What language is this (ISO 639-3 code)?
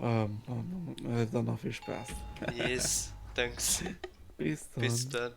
ltz